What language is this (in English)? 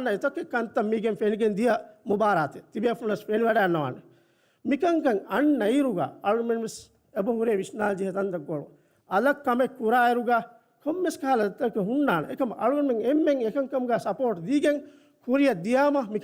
Divehi